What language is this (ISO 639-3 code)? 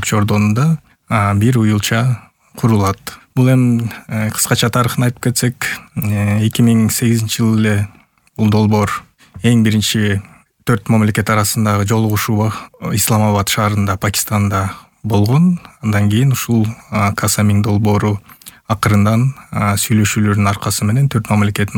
kir